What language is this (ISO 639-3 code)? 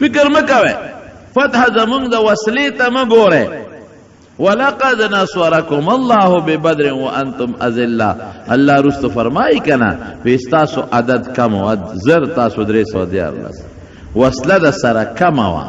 pus